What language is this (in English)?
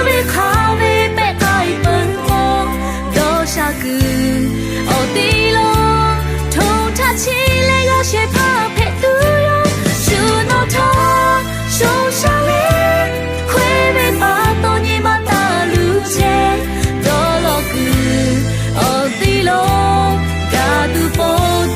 Lahu